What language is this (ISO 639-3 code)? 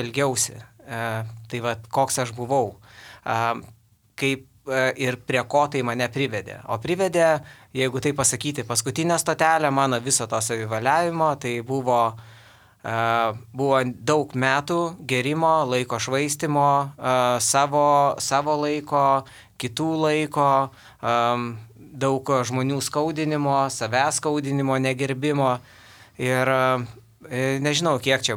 lit